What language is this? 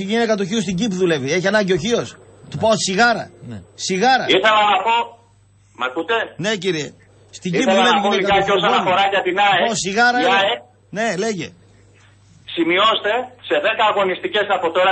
Greek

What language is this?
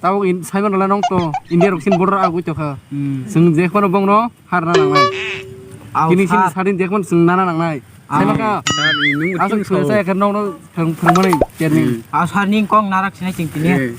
Kok Borok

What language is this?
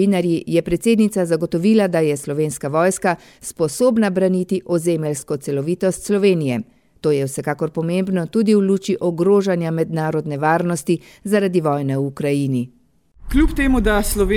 Slovenian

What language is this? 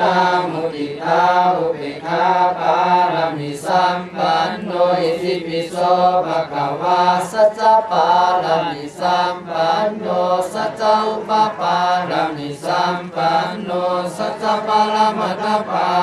Pali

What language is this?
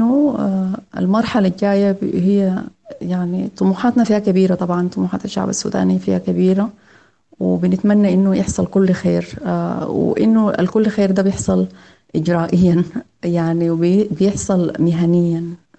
Sudanese Arabic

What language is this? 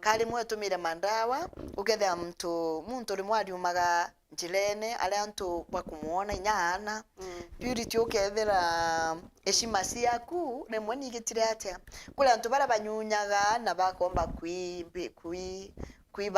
Meru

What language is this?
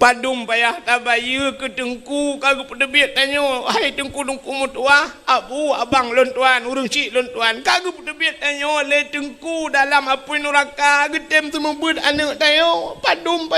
Achinese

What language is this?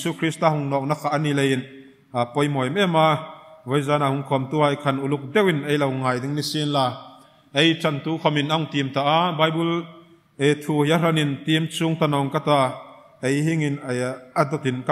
Hmar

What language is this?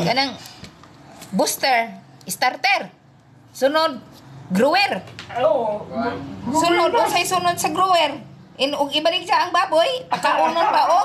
Cebuano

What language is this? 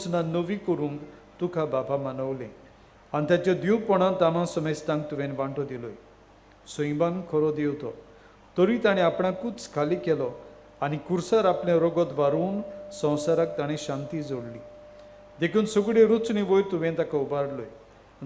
Konkani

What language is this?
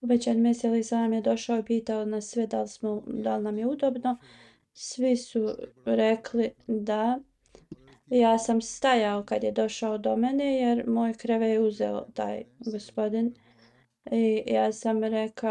Bosnian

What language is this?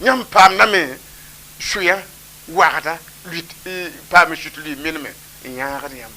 Mossi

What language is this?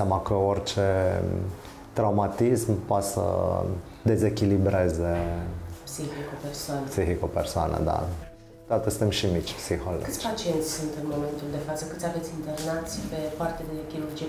Romanian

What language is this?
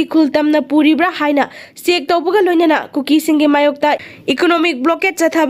Manipuri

